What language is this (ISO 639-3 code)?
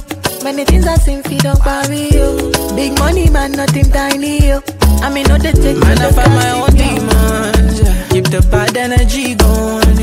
eng